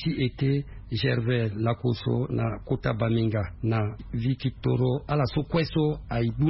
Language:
Sango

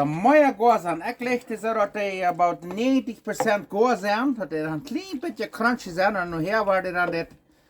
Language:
Plautdietsch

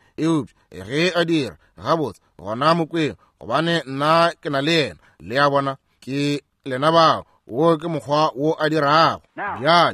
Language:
Northern Sotho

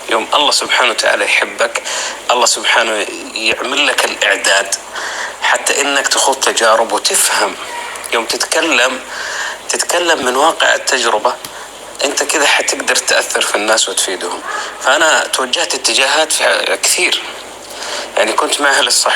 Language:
North Levantine Arabic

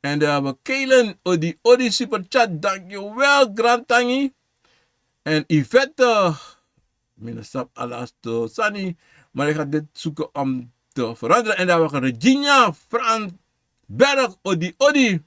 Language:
Sranan Tongo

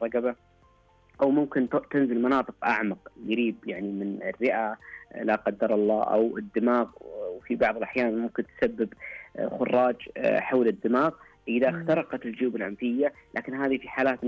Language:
Arabic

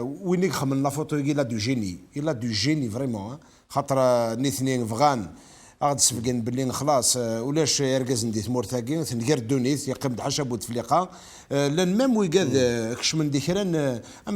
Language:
Kabyle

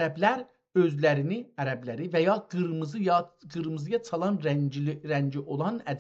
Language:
South Azerbaijani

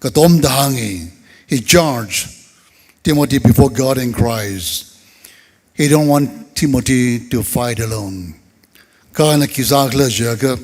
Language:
Tangkhul Naga (India)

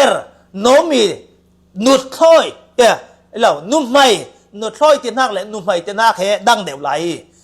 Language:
Falam Chin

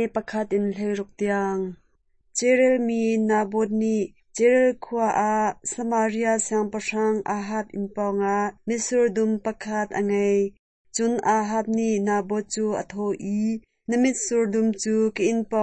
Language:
Hakha Chin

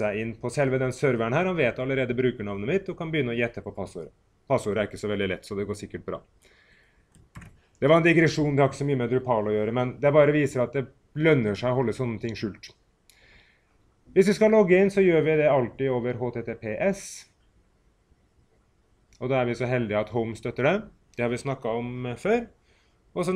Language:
Norwegian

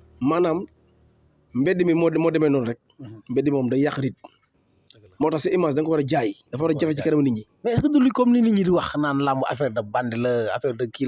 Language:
Wolof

